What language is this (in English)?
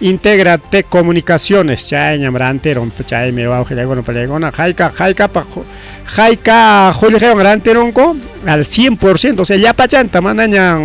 Ayacucho Quechua